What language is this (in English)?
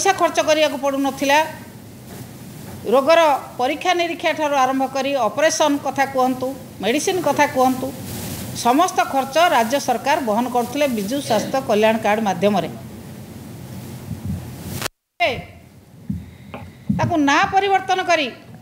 Odia